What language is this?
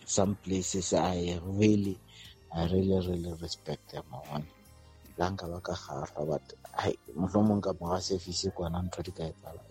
Southern Sotho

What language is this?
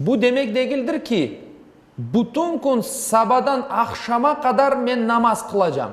Crimean Tatar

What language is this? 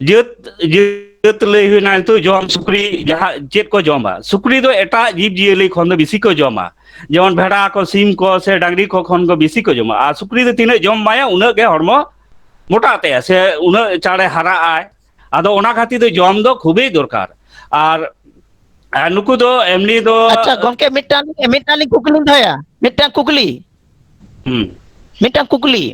Santali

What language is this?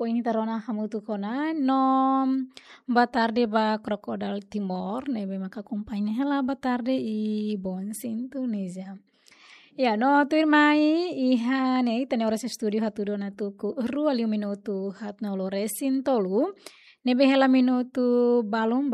Tetum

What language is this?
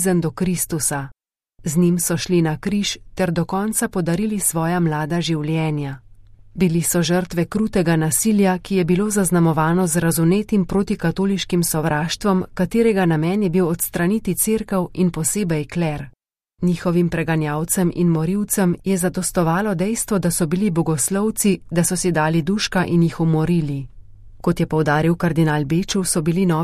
Slovenian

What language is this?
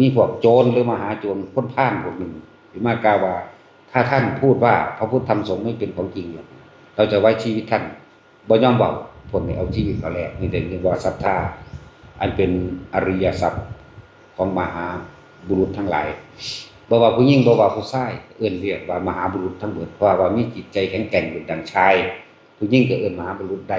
Northeastern Thai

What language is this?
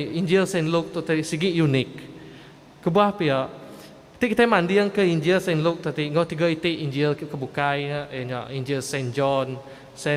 Iban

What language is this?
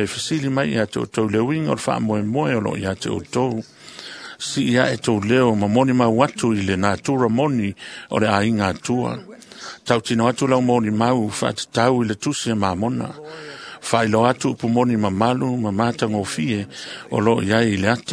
Samoan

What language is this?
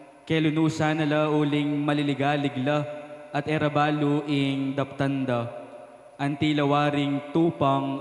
Pampanga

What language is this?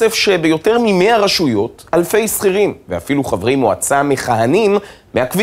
Hebrew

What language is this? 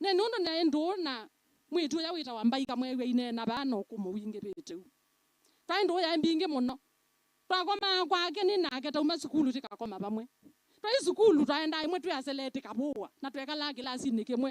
Kamba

